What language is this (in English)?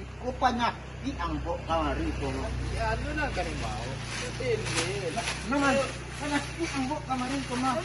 Minangkabau